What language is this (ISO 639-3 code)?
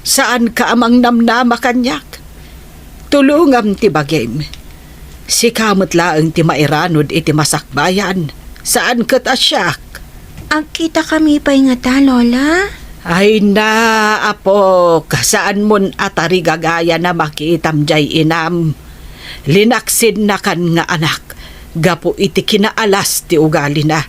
ilo